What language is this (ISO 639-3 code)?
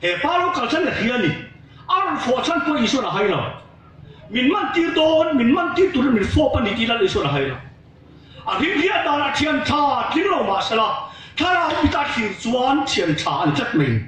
lus